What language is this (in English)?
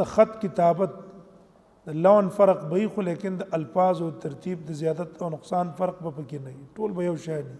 Pashto